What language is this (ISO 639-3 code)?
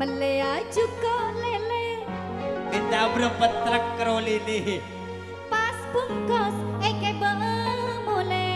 mad